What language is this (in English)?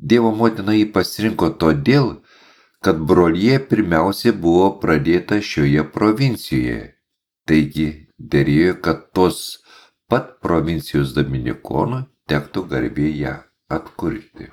Lithuanian